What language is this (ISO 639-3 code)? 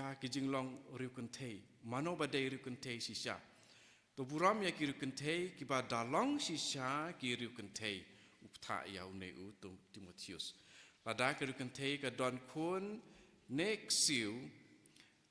kha